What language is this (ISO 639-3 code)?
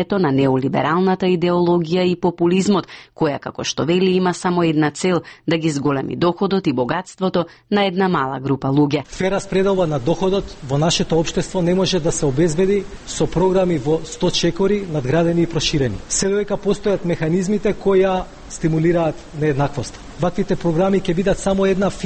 mkd